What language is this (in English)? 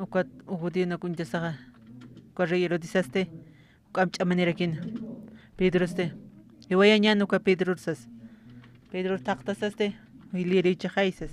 Aymara